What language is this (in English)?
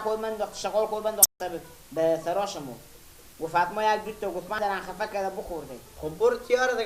Persian